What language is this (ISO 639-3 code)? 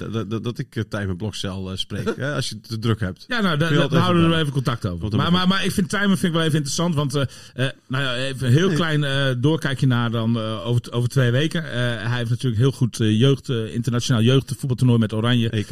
nld